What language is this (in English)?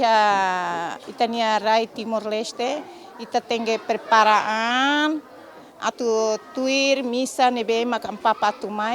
Tetum